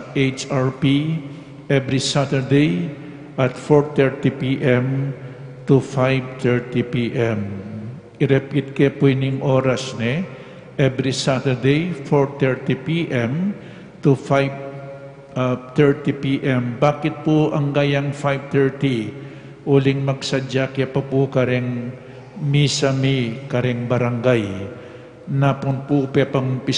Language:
Pampanga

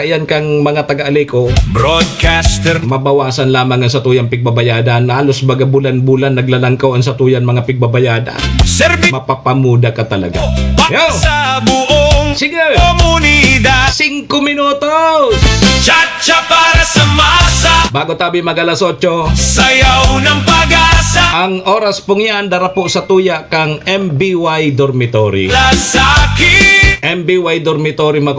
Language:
Bikol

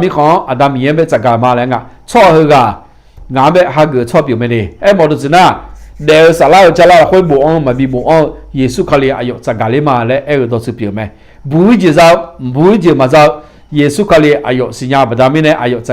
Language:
Akha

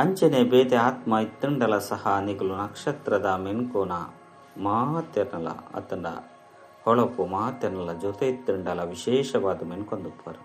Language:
Tulu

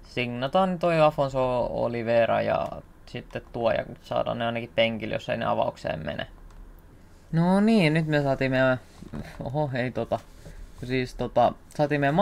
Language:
Finnish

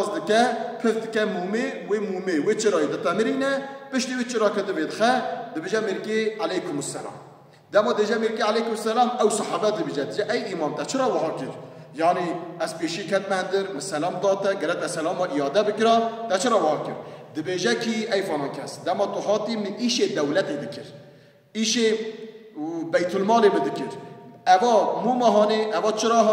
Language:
Kurdish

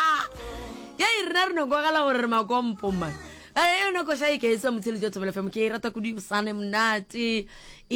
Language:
Northern Sotho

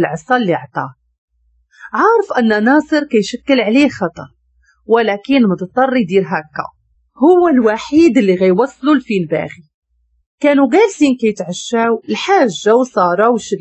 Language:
Moroccan Arabic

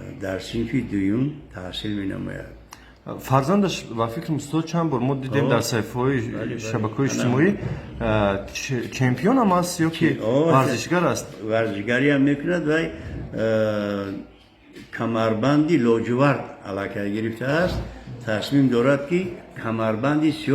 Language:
Tajik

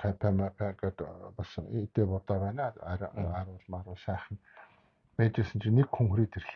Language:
Mongolian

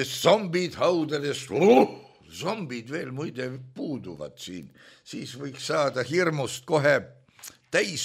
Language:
Estonian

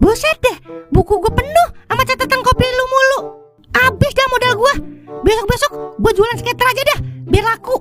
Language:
Betawi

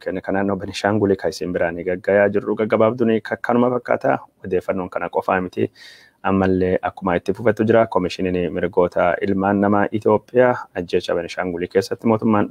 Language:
Oromo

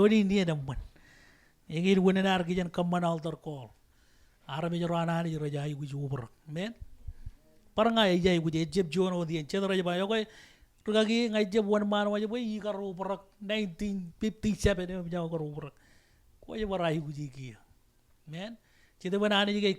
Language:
Marshallese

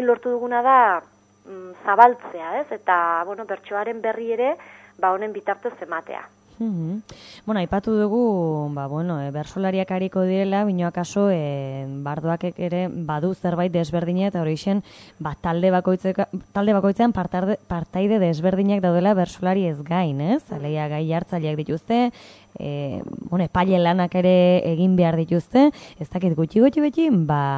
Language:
Basque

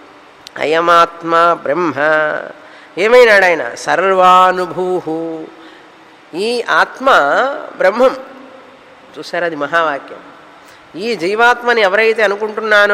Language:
Telugu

